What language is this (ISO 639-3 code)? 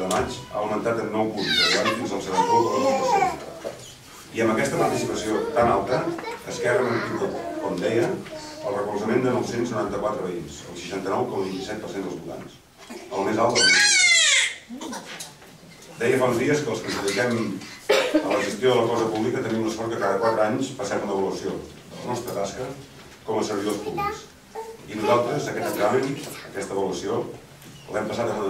cat